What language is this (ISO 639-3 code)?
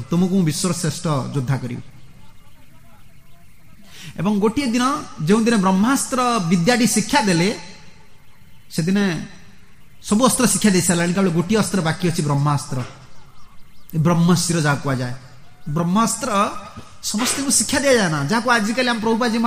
ori